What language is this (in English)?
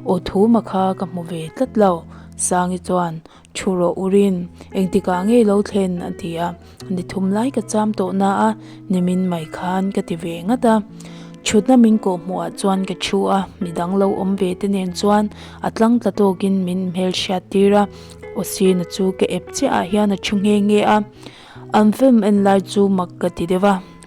Mizo